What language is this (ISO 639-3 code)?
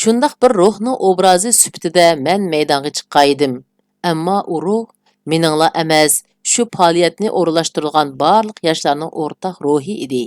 uig